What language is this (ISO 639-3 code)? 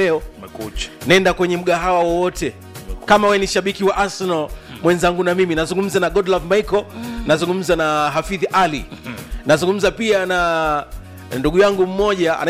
swa